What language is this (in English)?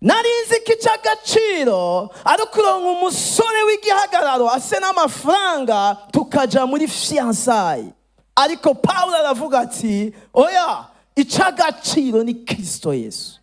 Rundi